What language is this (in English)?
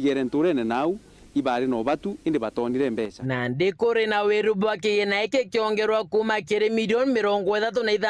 Meru